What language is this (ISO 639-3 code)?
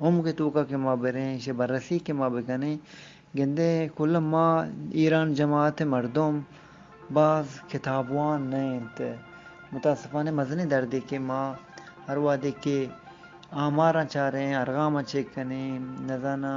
bgp